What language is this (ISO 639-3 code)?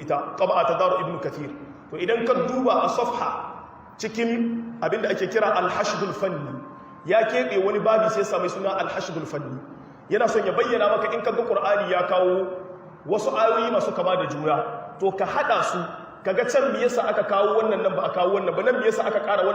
hau